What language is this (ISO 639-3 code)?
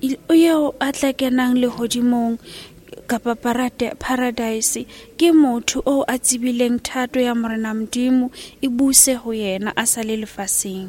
sot